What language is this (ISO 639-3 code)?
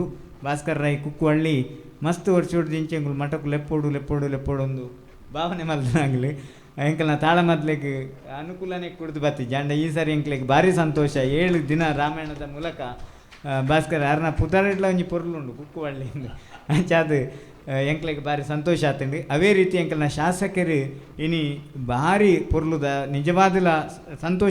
tcy